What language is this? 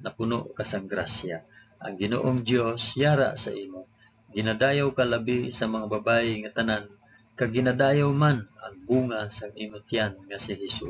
Hiligaynon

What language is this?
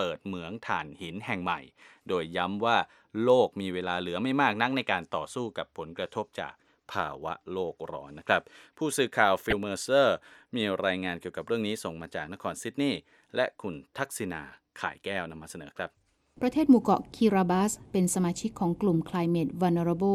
Thai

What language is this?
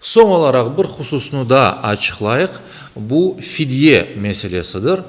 Crimean Tatar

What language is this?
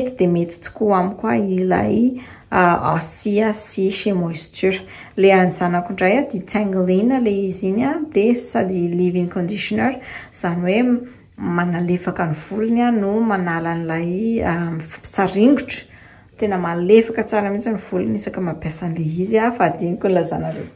Malagasy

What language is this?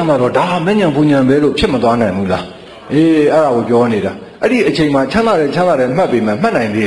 Burmese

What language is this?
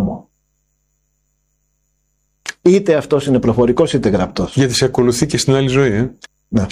Greek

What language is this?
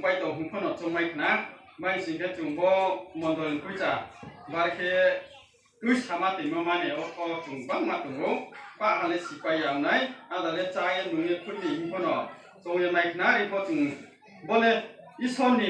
Riang (India)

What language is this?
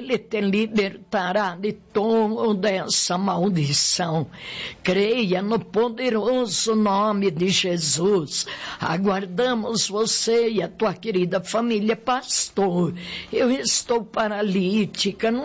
Portuguese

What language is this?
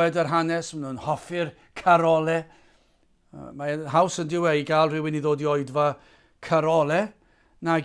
Welsh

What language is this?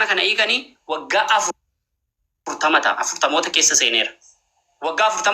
Oromo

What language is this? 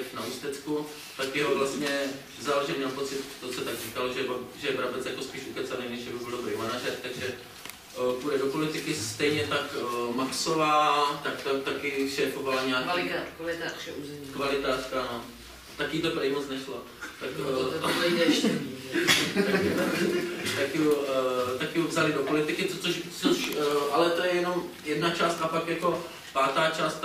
Czech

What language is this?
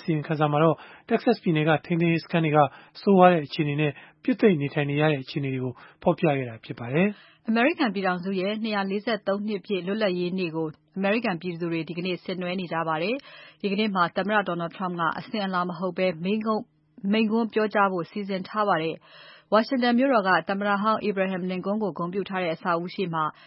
Burmese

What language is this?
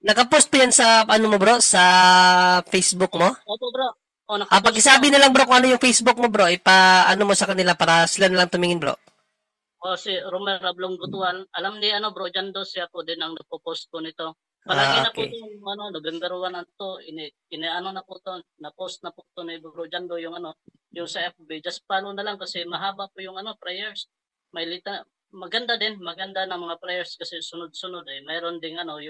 Filipino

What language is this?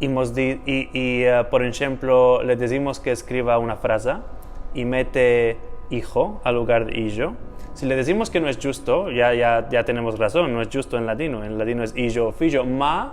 Ladino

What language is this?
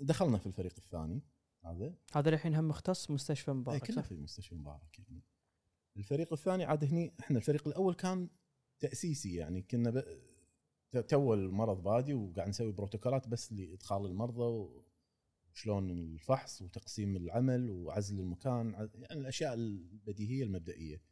Gulf Arabic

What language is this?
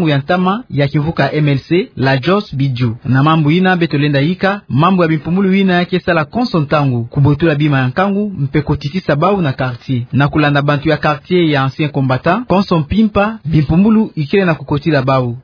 Kituba (Democratic Republic of Congo)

